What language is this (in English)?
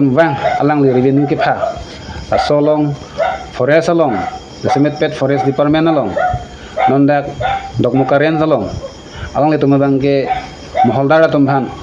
Karbi